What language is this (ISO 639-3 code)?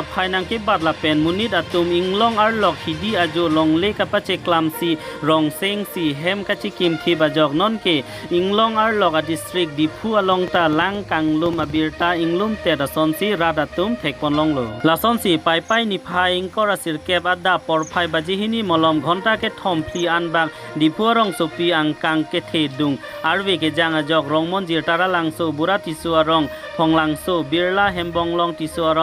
mjw